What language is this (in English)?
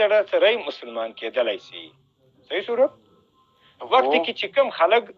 Pashto